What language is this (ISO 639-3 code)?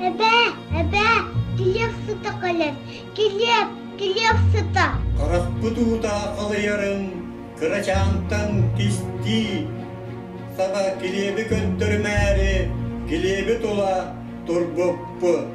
sah